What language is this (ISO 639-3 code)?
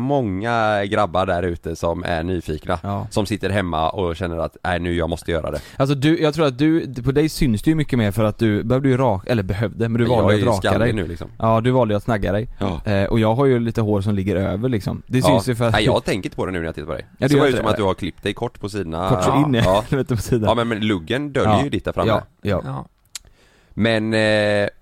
swe